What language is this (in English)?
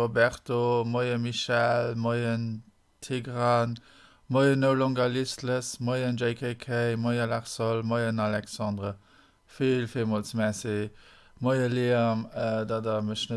Luxembourgish